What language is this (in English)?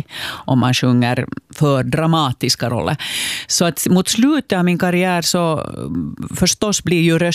Swedish